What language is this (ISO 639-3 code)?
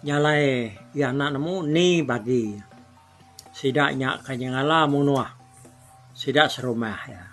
iba